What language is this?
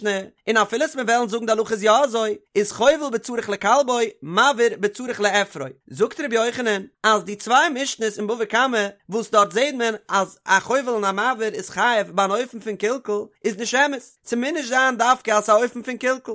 Yiddish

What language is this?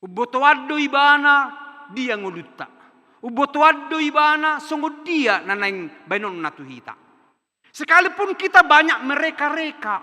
Batak Toba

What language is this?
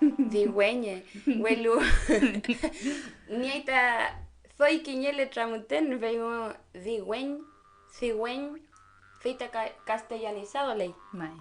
Mapuche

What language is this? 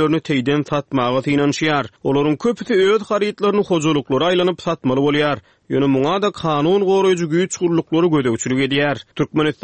Turkmen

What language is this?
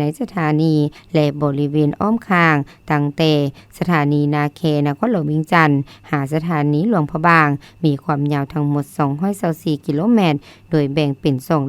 Lao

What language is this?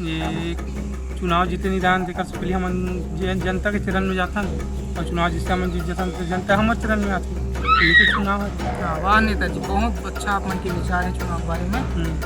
Chhattisgarhi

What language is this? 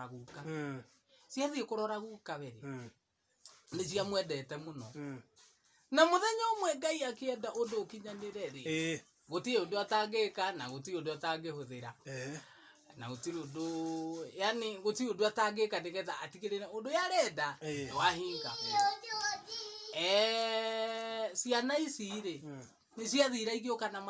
Kikuyu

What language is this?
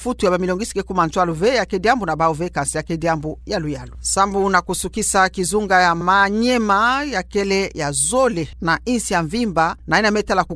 Kituba (Democratic Republic of Congo)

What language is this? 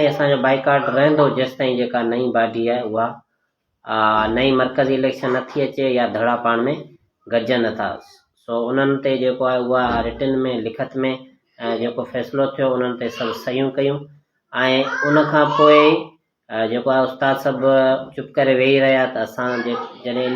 Sindhi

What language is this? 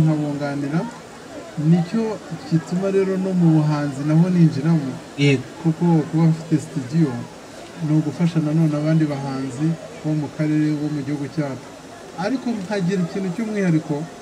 Kinyarwanda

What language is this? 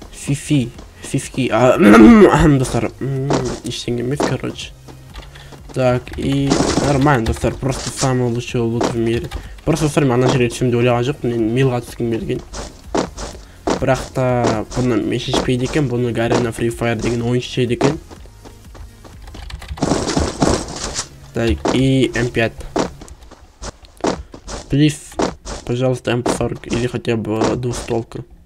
Kazakh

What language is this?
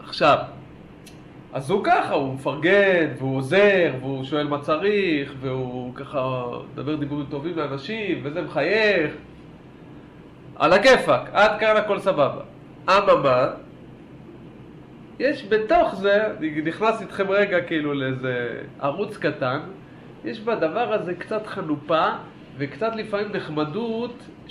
Hebrew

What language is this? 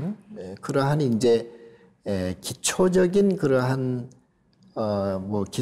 Korean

